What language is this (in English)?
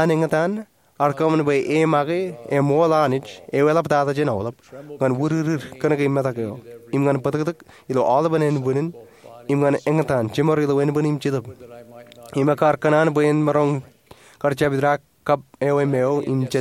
Marshallese